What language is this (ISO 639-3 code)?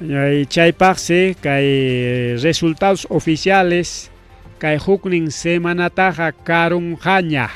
quy